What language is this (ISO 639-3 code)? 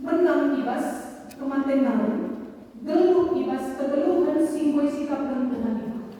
btx